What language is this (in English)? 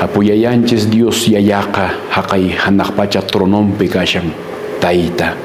Quechua